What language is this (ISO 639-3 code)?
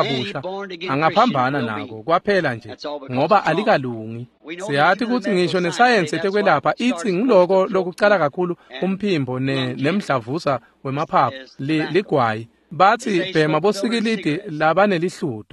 ssw